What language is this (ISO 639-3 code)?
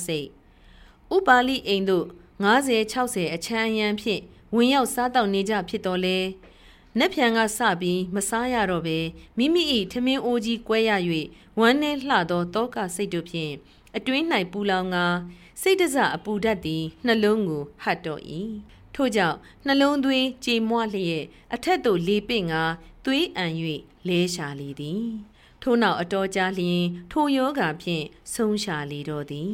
mya